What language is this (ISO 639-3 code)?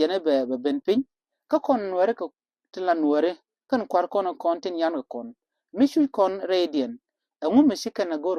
nus